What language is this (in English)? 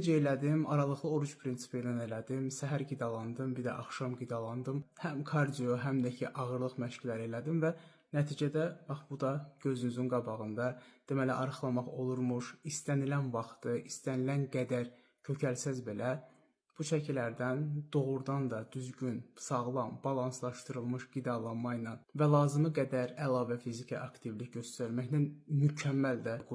Azerbaijani